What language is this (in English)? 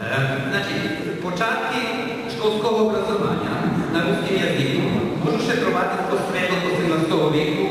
Rusyn